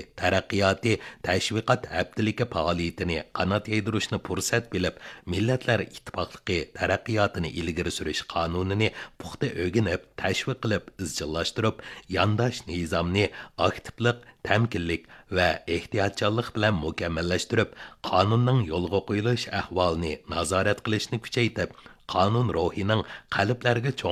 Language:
Uyghur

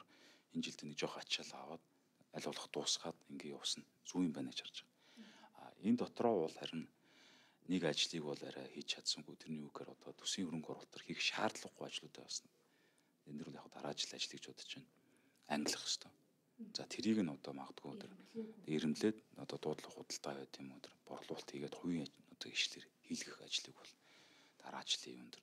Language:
Mongolian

